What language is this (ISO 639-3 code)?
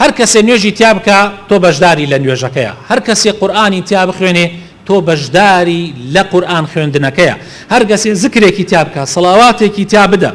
ckb